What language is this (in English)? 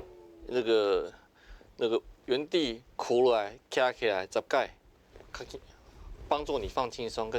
Min Nan Chinese